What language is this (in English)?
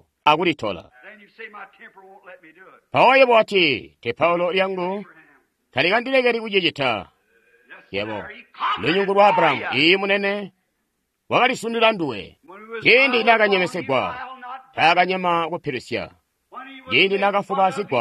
Tonga (Zambia)